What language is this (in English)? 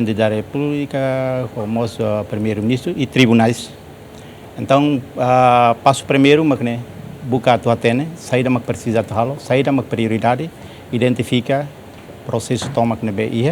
Tetum